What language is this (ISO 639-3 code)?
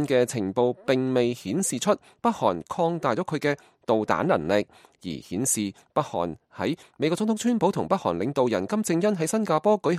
yue